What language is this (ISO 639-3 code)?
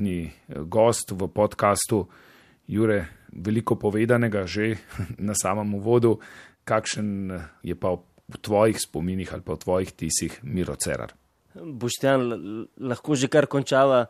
slv